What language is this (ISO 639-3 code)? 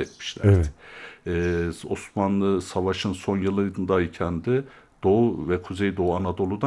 tur